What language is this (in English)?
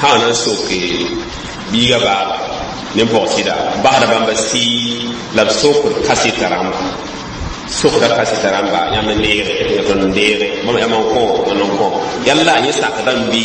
Mossi